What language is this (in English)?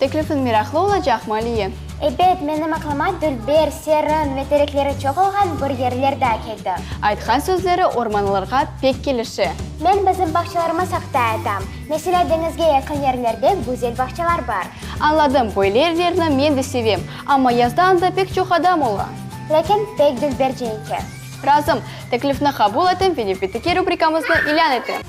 Crimean Tatar